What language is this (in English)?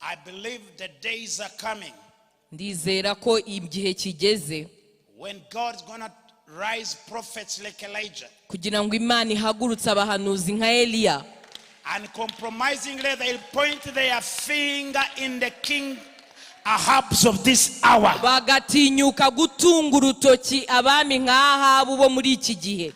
Kinyarwanda